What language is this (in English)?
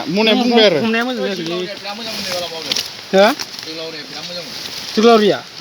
Bodo